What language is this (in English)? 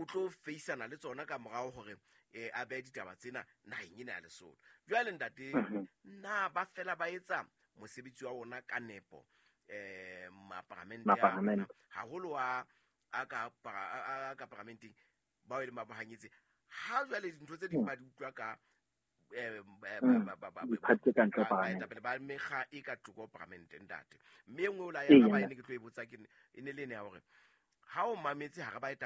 Southern Sotho